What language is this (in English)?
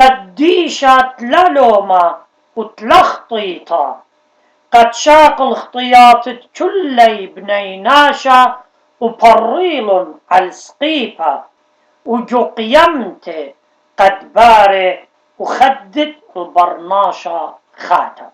Assyrian Neo-Aramaic